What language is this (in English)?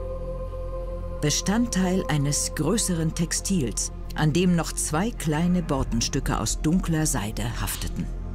German